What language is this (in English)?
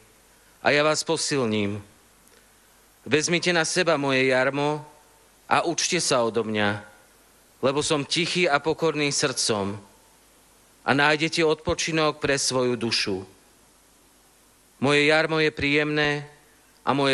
Slovak